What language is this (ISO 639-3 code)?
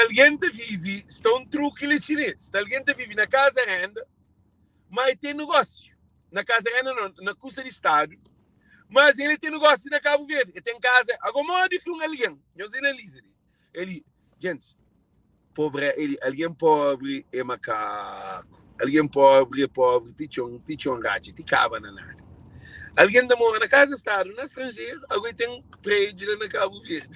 kea